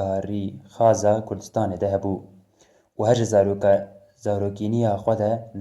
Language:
Kurdish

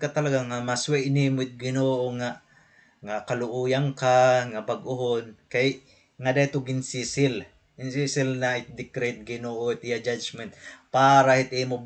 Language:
Waray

